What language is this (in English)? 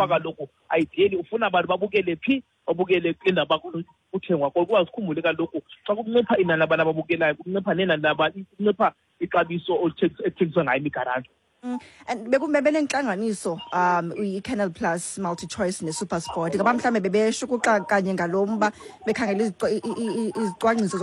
Xhosa